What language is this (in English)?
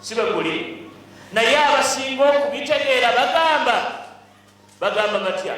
Ganda